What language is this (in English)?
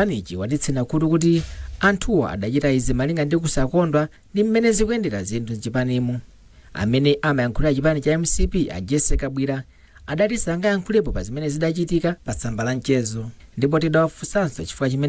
Nyanja